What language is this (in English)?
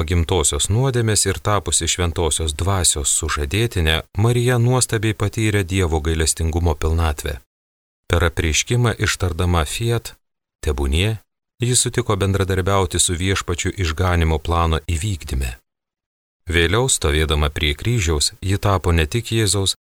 Lithuanian